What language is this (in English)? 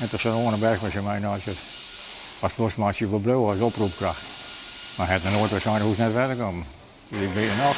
Western Frisian